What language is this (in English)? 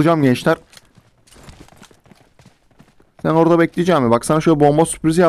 Turkish